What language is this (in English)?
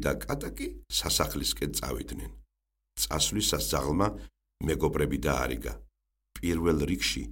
Georgian